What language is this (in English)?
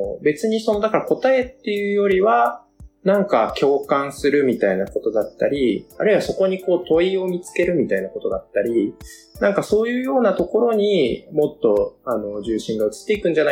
Japanese